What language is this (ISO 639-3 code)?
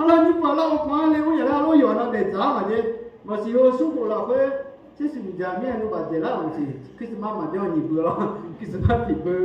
ahk